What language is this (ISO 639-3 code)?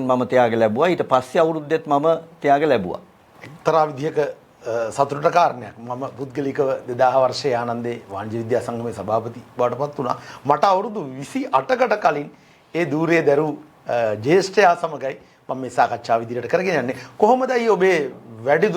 sin